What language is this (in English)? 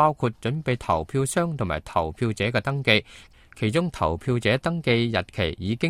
Cantonese